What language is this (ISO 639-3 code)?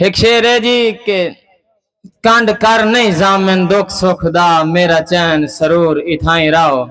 skr